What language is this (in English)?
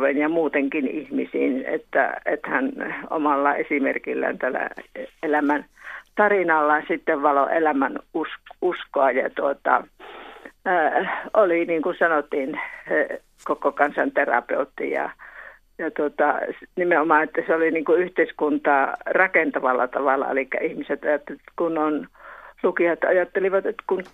Finnish